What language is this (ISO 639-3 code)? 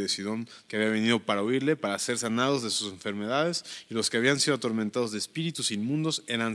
spa